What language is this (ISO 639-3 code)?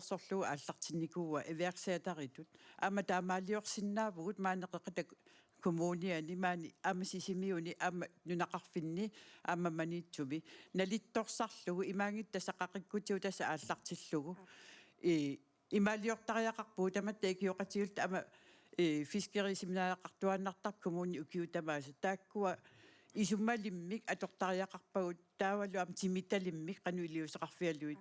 kal